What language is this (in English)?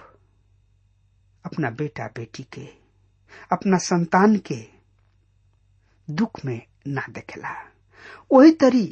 Bhojpuri